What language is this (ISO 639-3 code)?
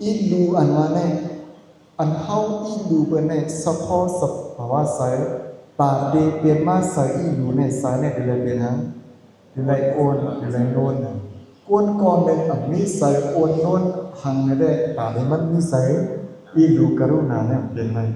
shn